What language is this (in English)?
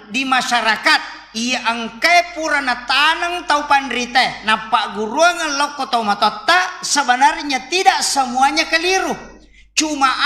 Buginese